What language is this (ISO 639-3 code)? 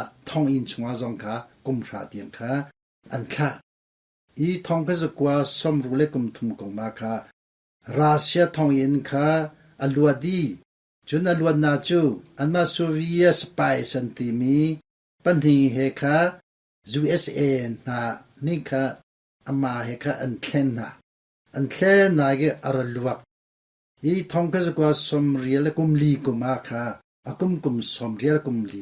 cnh